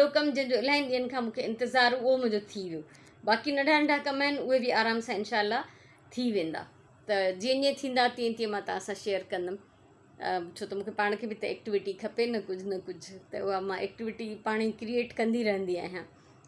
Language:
Sindhi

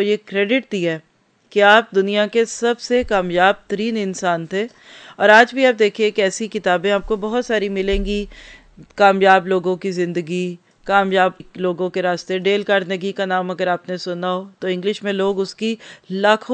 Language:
Urdu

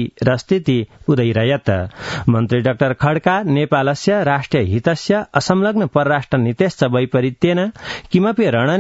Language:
Sanskrit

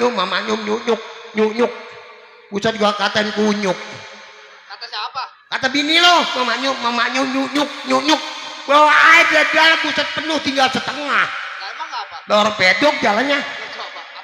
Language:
Betawi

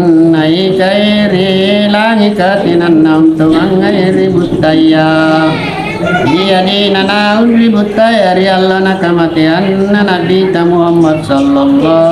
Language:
Makasar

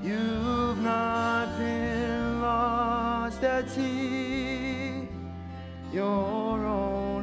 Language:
Hawaiian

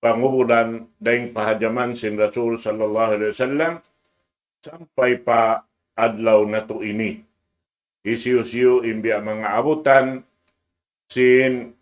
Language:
Tausug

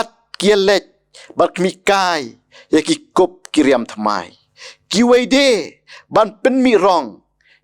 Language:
Khasi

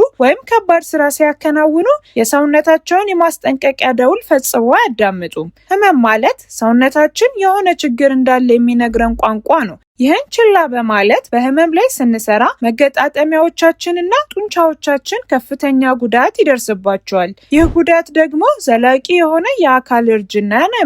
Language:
Amharic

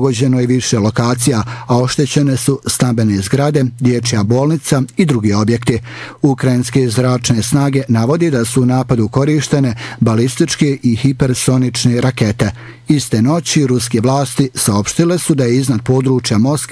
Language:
Bosnian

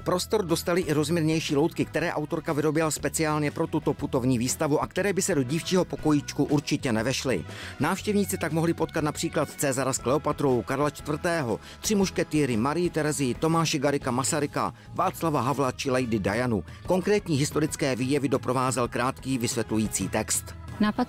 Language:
Czech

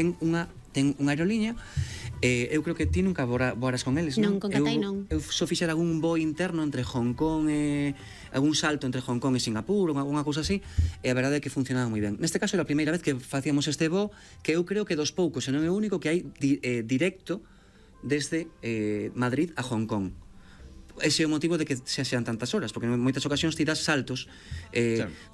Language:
Galician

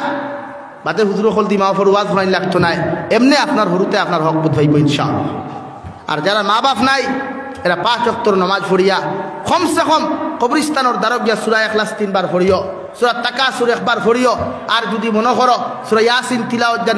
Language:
Sylheti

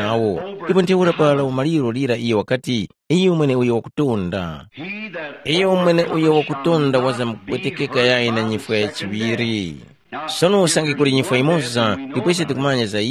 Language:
Tumbuka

